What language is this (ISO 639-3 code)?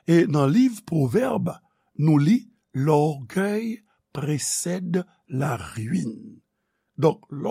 hat